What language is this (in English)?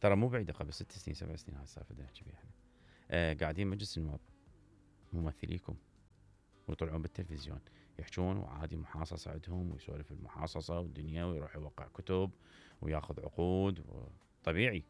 Mesopotamian Arabic